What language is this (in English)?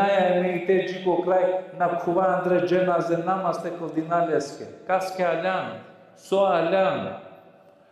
Balkan Romani